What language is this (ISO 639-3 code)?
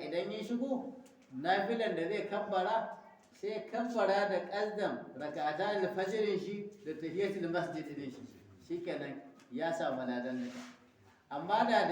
hau